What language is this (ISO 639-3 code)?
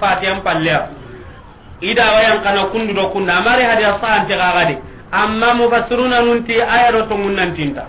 snk